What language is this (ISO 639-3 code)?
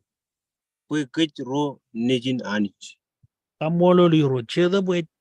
mah